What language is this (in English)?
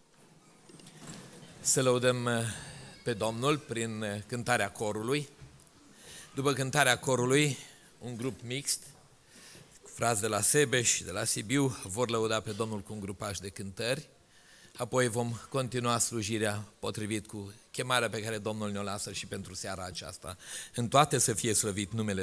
Romanian